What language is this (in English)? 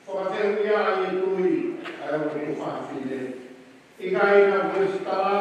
Tongan